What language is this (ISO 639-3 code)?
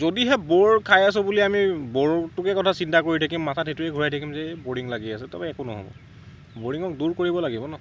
asm